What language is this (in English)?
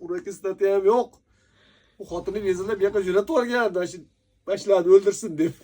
Uzbek